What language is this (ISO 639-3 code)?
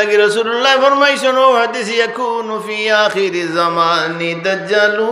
syl